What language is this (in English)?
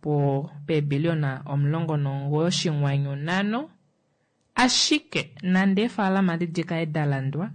Kuanyama